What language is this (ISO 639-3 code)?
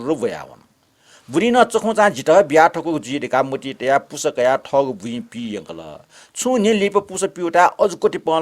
new